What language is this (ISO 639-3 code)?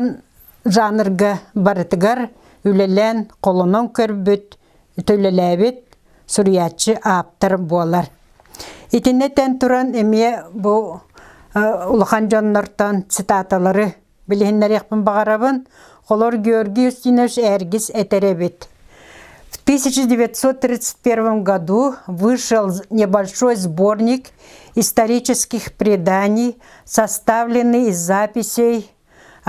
sah